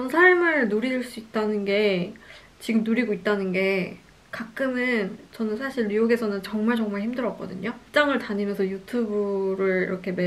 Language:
Korean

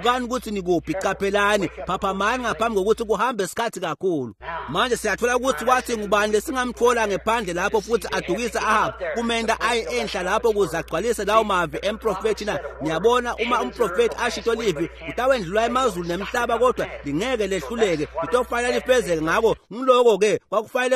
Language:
Swati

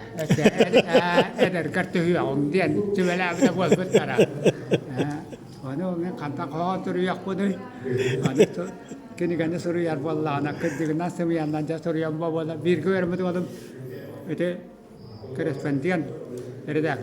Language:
Yakut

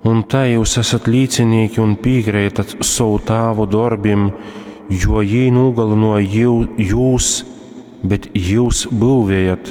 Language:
Latgalian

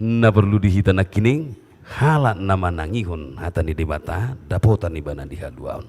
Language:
Batak Toba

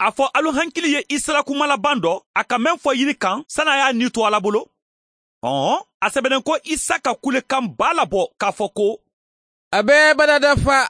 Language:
Mandingo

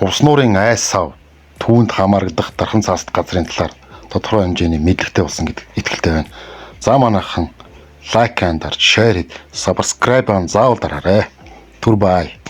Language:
Mongolian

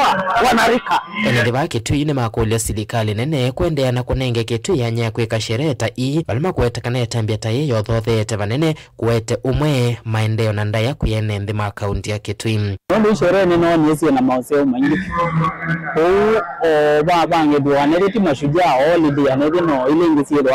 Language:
Kamba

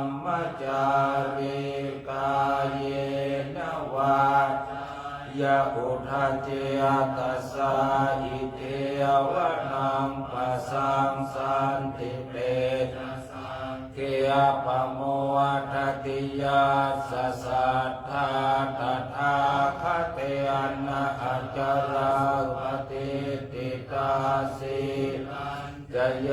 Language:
Pali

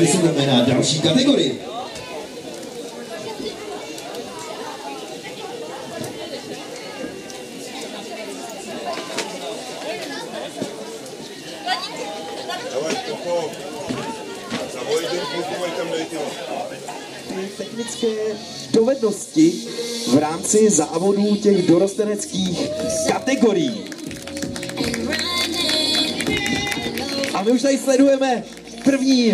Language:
Czech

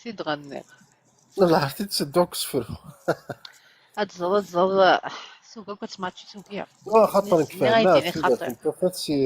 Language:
Kabyle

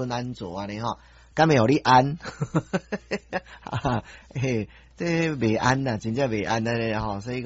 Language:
Min Nan Chinese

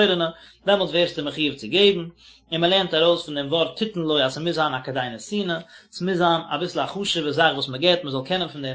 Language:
Yiddish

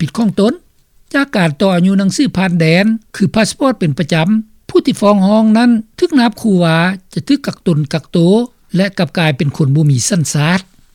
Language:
Lao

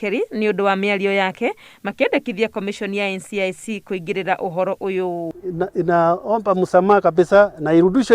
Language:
Kikuyu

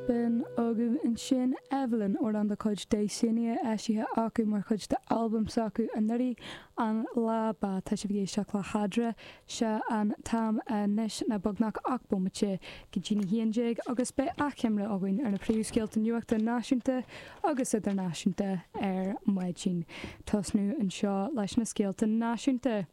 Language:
Irish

